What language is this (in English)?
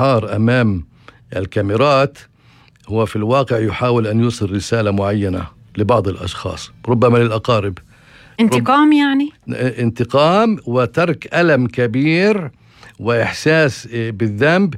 North Levantine Arabic